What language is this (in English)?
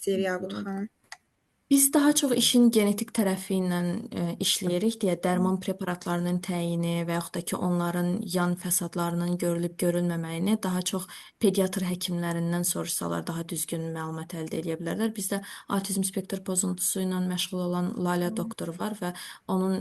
Azerbaijani